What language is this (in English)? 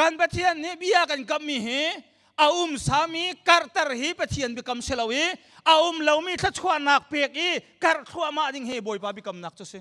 Hakha Chin